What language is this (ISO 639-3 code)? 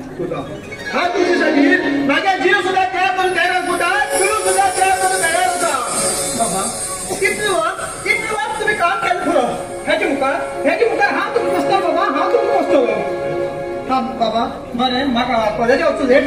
kok